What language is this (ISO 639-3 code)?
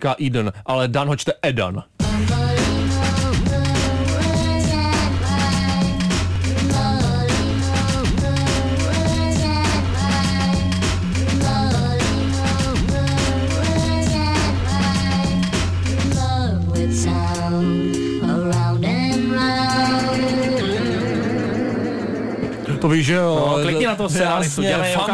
ces